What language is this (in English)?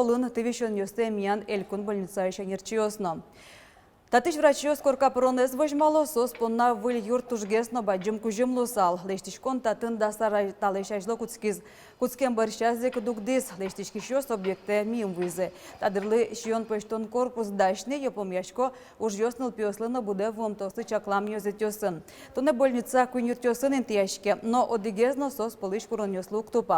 Udmurt